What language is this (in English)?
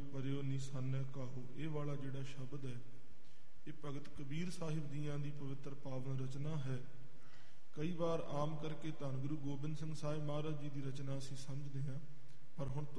Punjabi